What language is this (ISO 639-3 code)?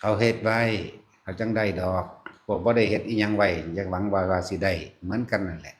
tts